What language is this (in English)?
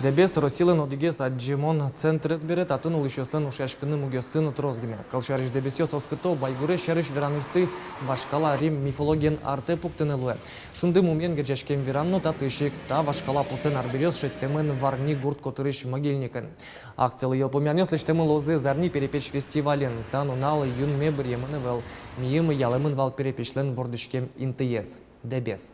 Udmurt